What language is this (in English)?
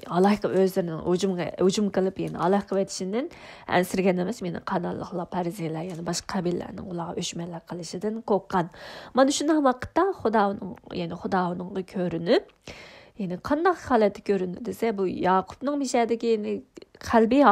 Uyghur